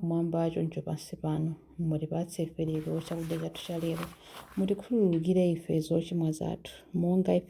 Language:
Nyanja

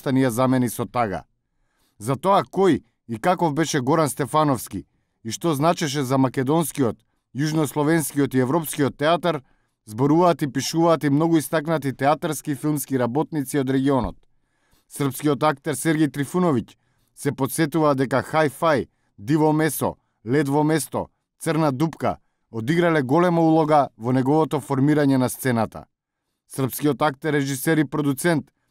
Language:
Macedonian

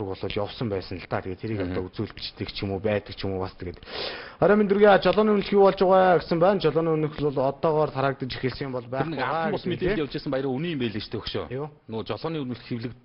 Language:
Mongolian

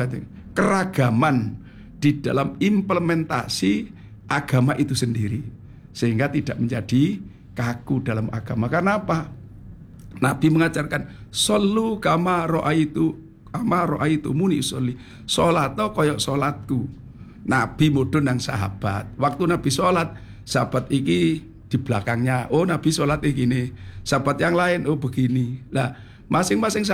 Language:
Indonesian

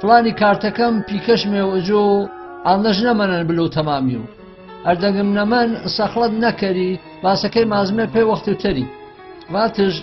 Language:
Gurani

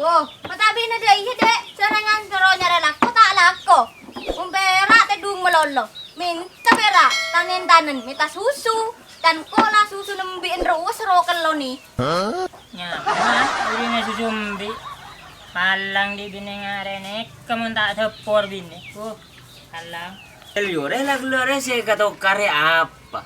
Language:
Madurese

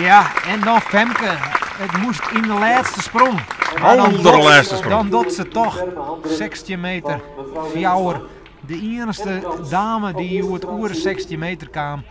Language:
Western Frisian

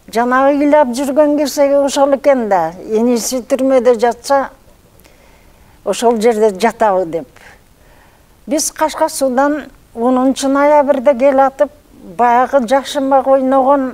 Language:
Kyrgyz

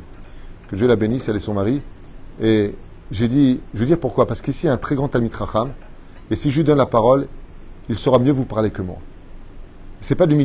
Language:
French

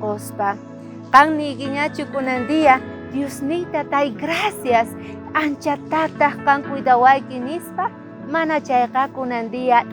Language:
South Bolivian Quechua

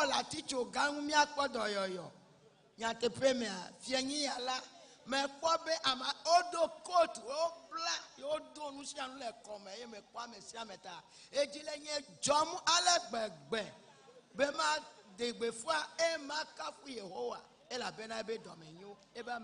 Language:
Ewe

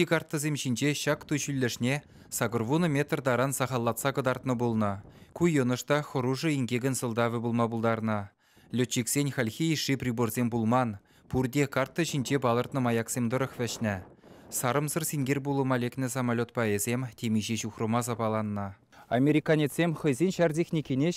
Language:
Chuvash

